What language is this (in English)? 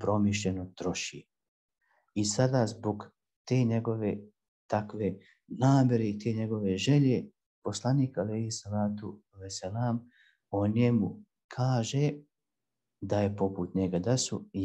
Bosnian